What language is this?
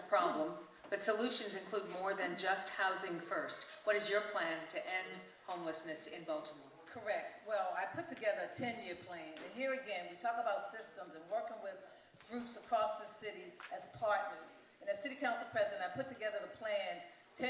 English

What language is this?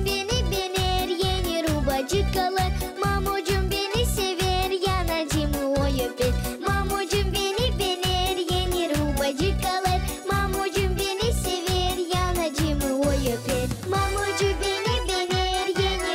Gagauz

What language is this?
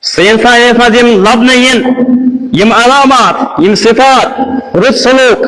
Kashmiri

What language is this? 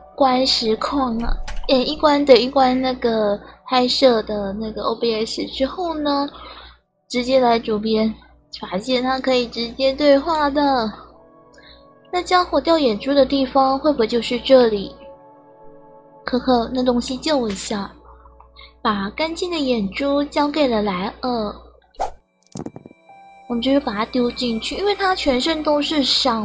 Chinese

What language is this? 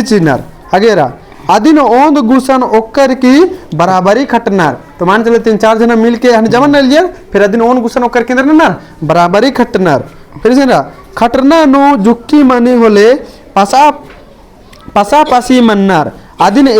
Kurukh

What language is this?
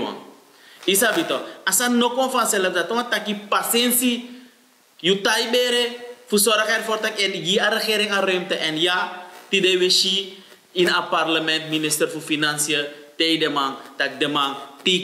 Sranan Tongo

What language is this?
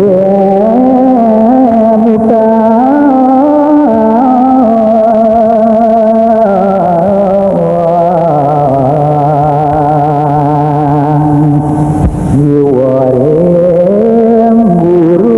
Balinese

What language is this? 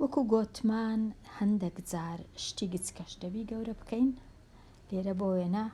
Central Kurdish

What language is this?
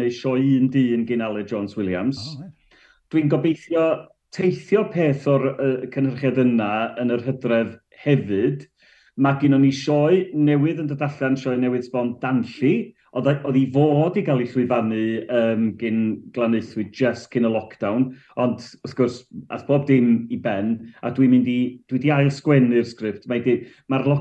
Welsh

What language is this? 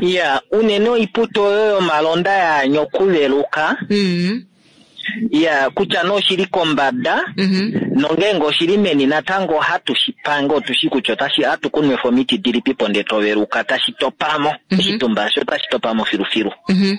Kuanyama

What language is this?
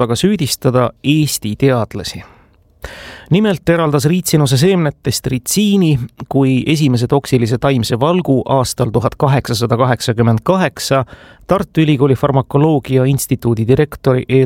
Estonian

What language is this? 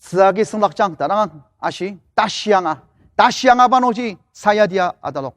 Ao Naga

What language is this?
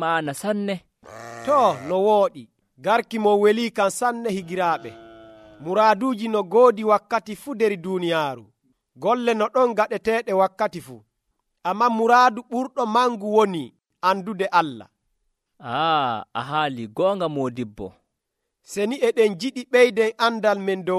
Nigerian Fulfulde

